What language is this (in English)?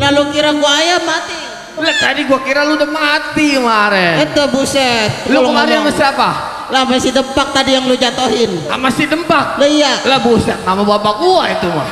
Betawi